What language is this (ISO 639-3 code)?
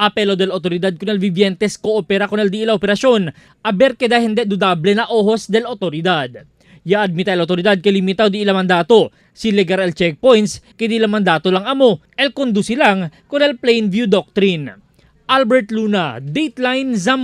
cbk